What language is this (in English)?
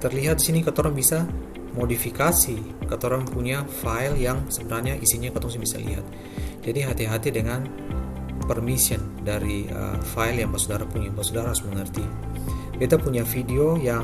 Ambonese Malay